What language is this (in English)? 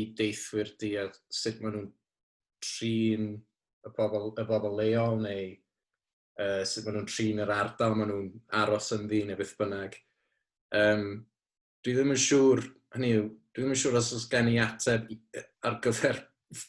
Welsh